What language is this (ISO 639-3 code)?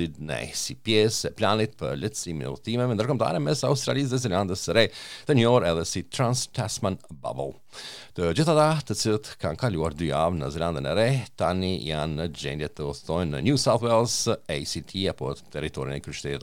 sqi